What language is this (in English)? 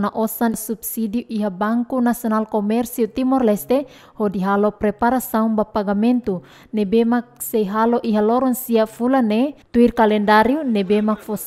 Tetum